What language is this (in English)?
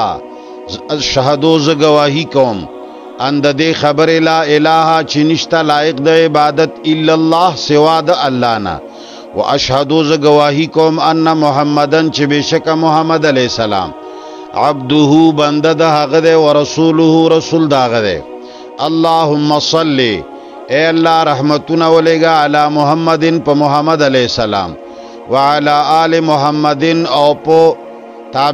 Pashto